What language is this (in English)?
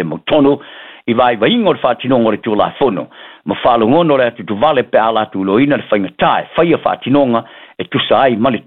Samoan